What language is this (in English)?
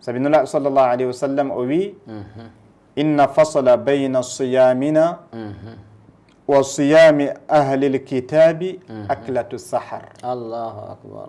Fula